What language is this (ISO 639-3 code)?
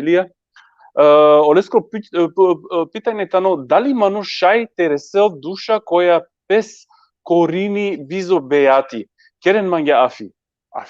rmn